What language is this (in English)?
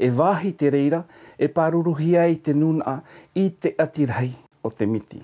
Tahitian